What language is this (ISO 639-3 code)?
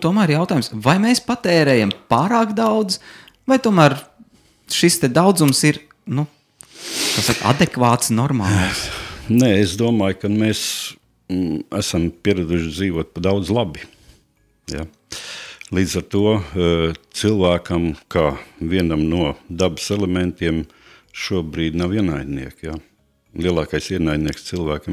lav